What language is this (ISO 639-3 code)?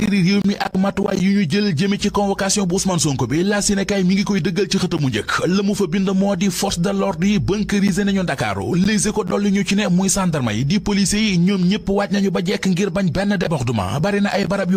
wol